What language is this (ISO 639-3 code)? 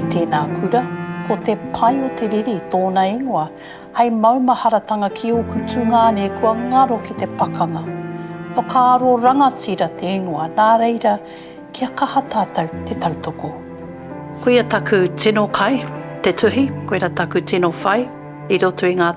mri